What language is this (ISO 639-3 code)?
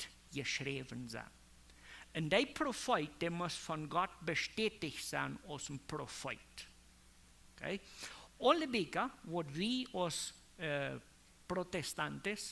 pdt